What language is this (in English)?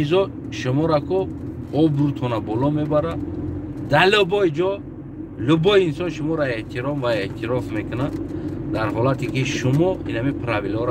Tajik